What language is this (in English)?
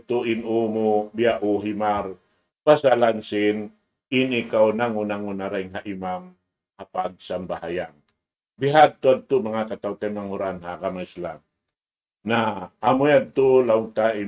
Tausug